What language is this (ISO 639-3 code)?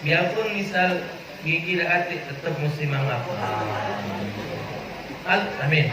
mui